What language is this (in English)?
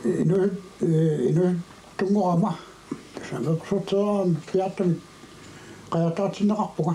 Kalaallisut